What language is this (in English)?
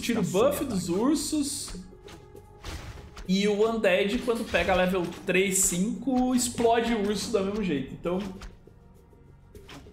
Portuguese